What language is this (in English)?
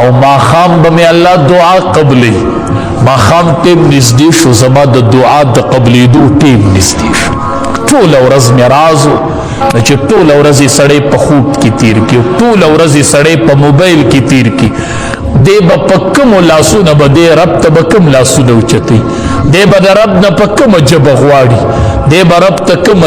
Pashto